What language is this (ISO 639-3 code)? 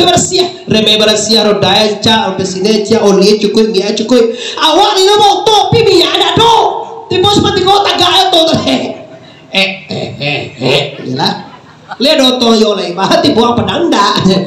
min